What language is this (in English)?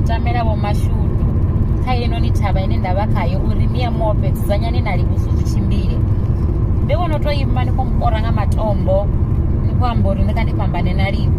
Venda